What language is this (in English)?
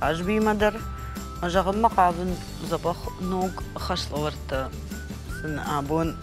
Ossetic